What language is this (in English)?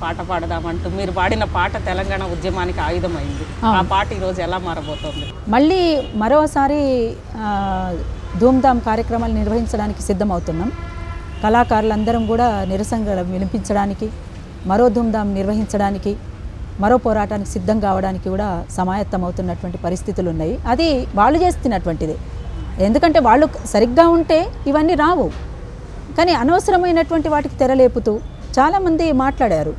Telugu